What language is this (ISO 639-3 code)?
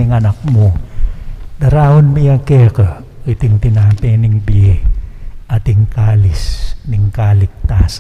pam